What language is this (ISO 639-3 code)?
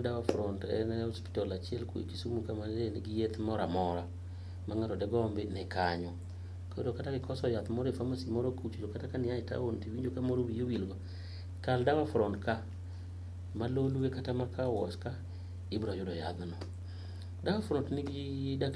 luo